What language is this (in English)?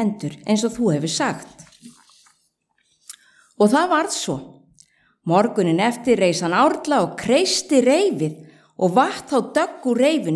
Icelandic